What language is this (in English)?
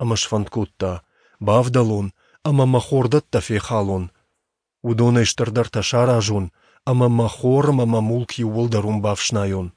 Ossetic